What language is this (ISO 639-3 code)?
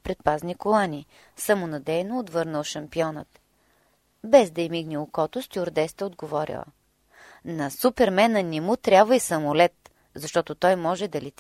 bul